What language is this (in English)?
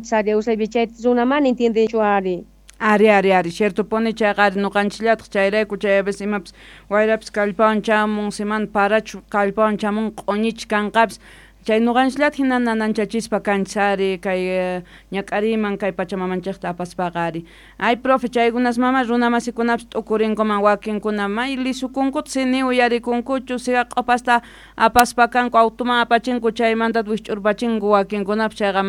South Bolivian Quechua